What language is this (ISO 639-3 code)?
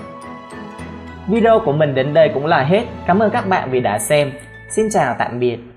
vie